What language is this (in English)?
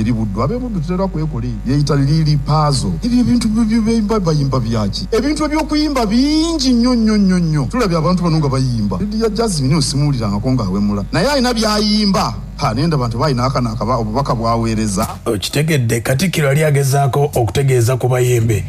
Ganda